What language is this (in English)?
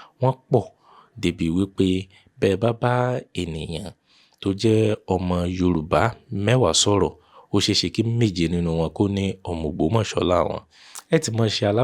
Yoruba